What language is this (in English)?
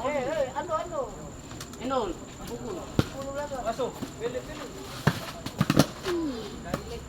Ambonese Malay